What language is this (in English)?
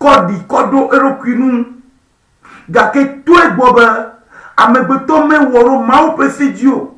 Ewe